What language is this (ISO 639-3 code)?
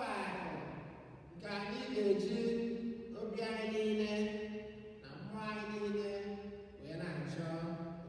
ibo